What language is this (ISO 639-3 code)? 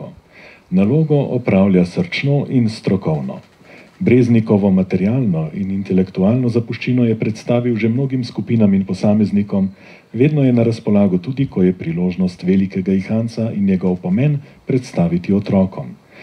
slv